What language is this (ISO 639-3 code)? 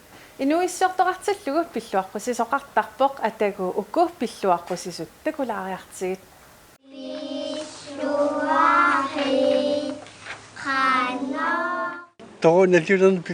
kal